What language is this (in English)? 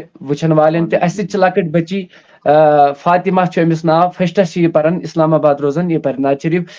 Kashmiri